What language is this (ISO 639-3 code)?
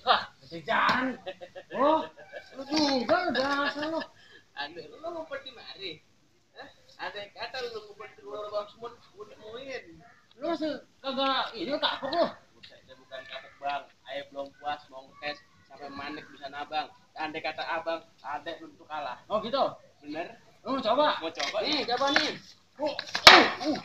bew